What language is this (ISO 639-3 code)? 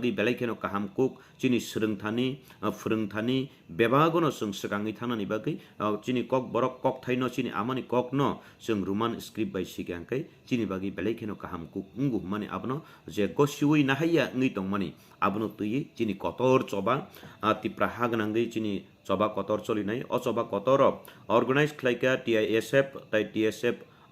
trp